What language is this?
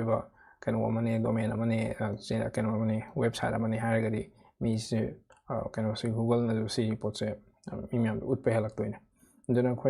Manipuri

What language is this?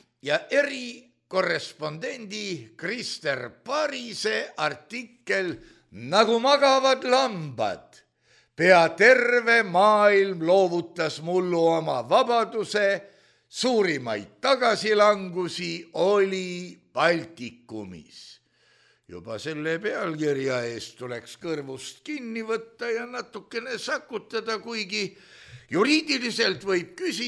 Estonian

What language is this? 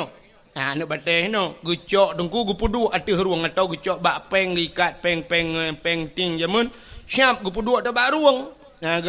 Achinese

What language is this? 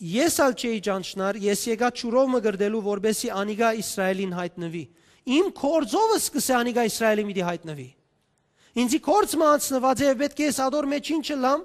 Western Armenian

